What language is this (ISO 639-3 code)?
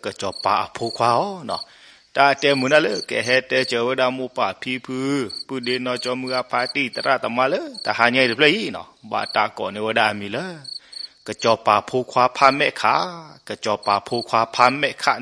ksw